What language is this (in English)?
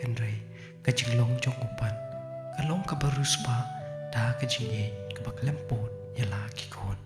Khasi